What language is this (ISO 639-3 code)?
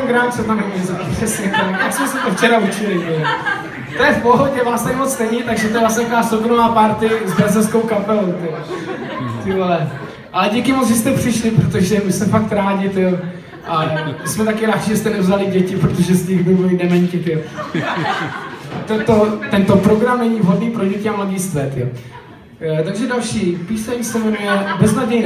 ces